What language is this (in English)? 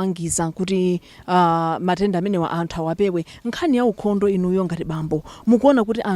Nyanja